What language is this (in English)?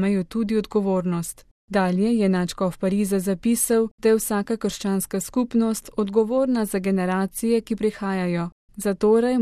Slovenian